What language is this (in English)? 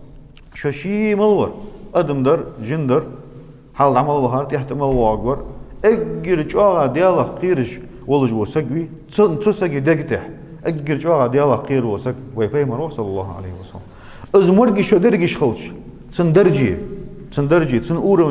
Ingush